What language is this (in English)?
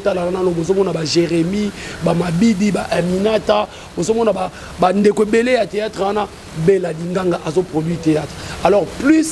Lingala